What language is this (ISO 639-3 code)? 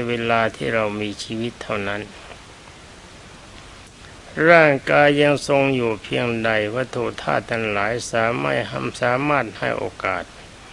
tha